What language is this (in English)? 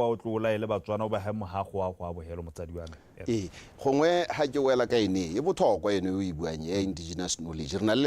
Tswana